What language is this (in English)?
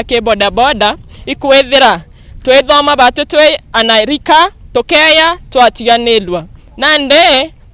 Meru